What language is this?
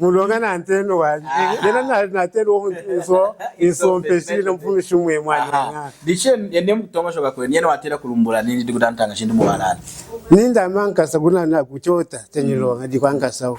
Lunda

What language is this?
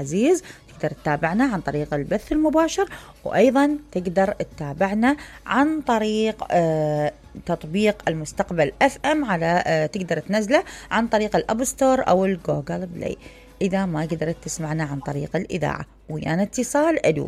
Mesopotamian Arabic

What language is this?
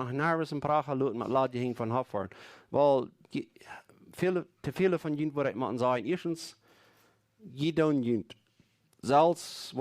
Plautdietsch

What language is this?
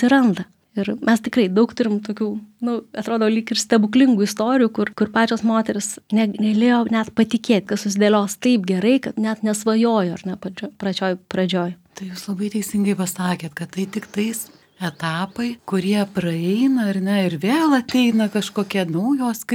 Lithuanian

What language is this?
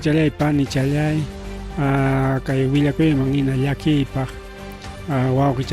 Ayacucho Quechua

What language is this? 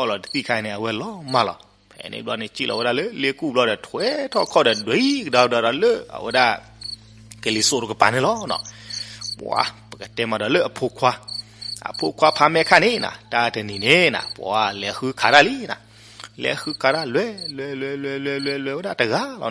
S'gaw Karen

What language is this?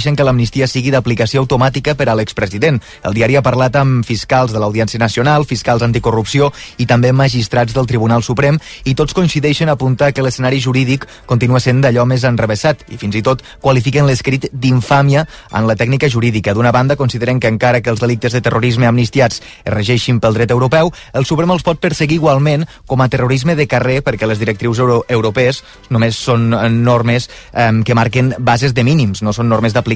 Catalan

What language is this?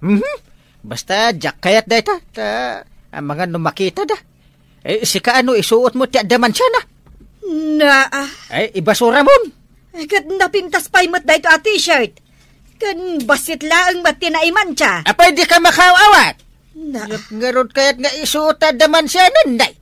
Iloko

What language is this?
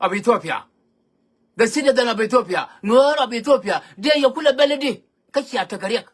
Nuer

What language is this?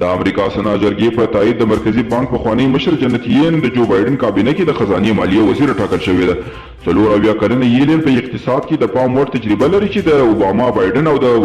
Pashto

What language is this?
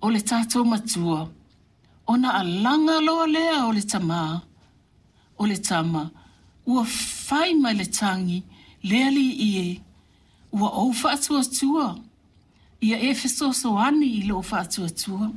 Samoan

